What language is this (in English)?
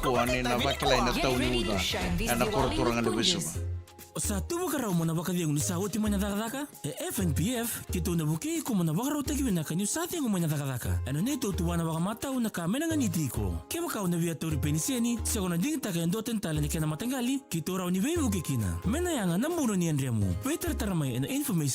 Fijian